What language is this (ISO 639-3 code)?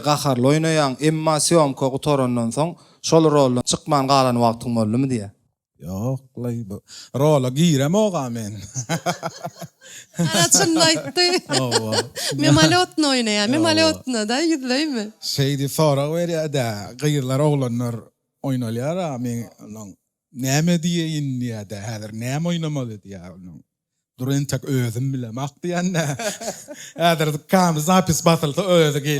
tuk